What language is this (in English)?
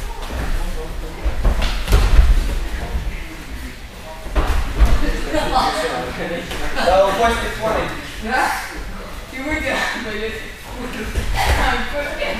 Russian